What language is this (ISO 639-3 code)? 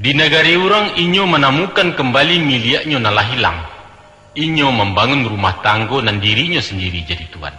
min